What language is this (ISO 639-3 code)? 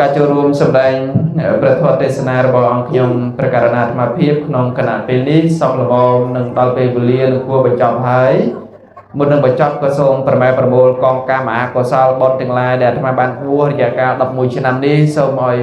khm